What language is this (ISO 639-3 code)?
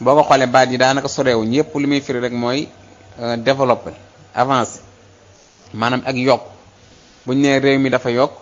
wol